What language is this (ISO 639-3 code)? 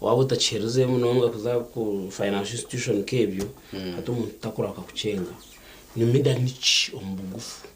nyn